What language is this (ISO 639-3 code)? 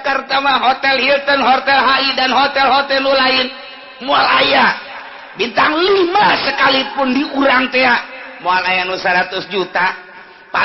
sun